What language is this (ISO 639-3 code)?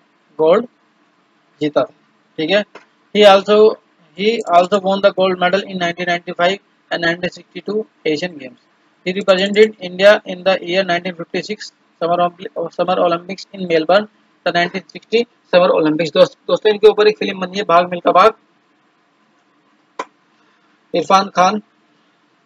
hin